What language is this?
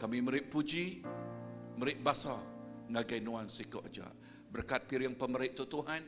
Iban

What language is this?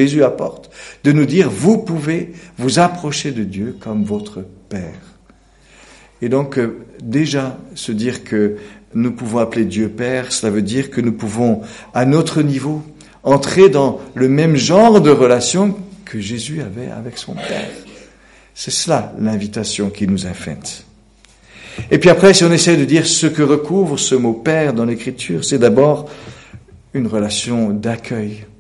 French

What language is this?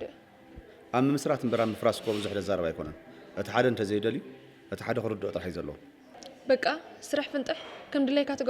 Tigrinya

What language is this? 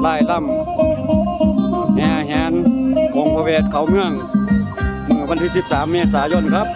Northeastern Thai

